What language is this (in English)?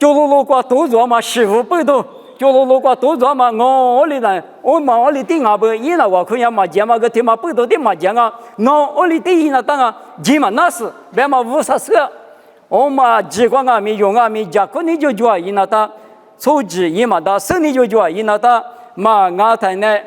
Lisu